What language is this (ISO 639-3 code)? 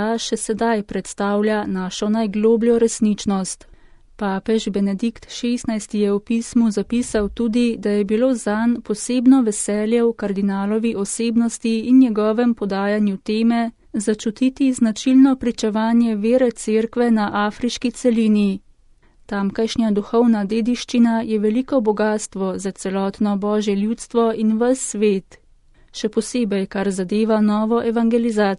slv